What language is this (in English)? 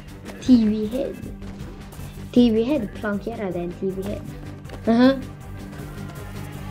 Swedish